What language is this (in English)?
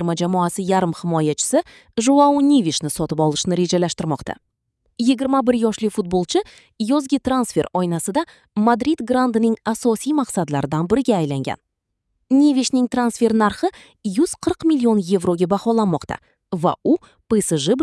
Uzbek